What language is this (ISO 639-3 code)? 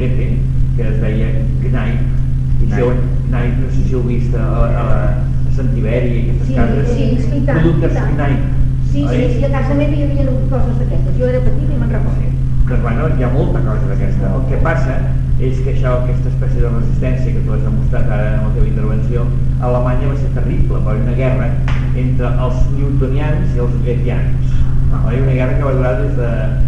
cat